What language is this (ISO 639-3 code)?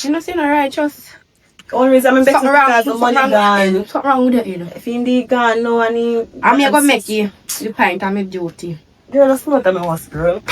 jam